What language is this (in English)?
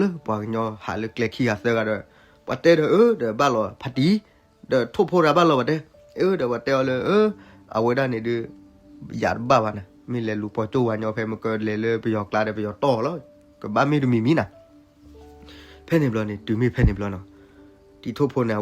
S'gaw Karen